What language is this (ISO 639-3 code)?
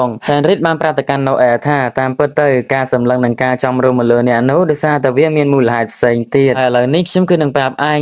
khm